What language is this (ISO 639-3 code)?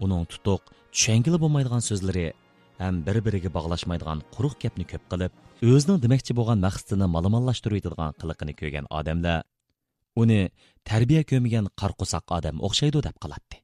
uig